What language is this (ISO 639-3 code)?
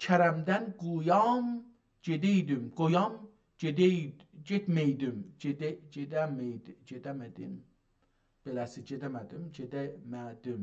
azb